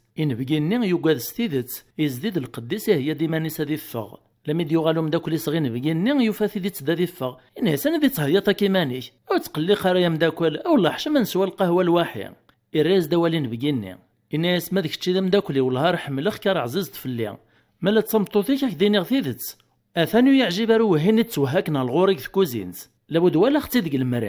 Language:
Kabyle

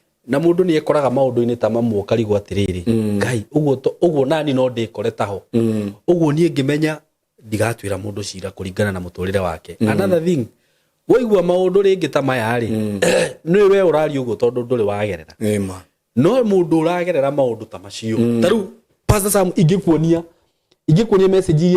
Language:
Kikuyu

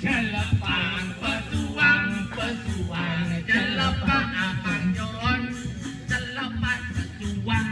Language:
Balinese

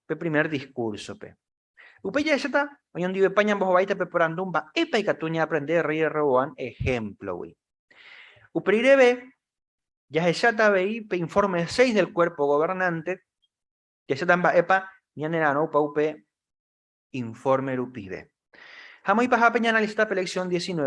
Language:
Guarani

